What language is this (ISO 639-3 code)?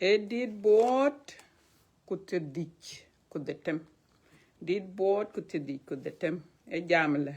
din